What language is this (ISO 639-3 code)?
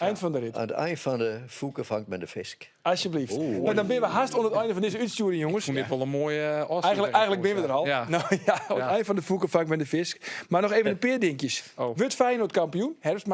fry